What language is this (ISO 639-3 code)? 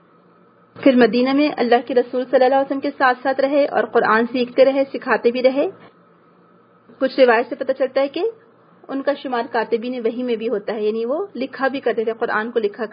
urd